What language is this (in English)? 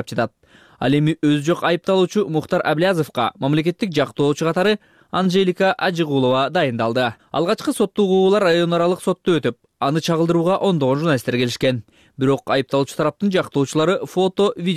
Kyrgyz